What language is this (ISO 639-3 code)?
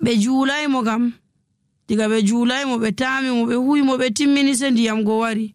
fuv